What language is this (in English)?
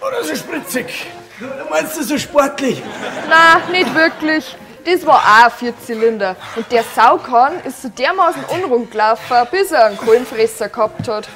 Bavarian